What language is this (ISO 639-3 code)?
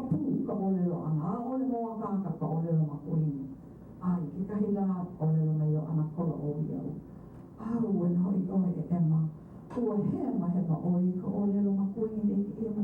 haw